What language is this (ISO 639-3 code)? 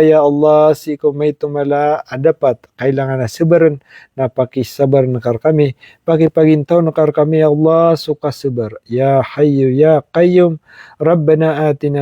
mrw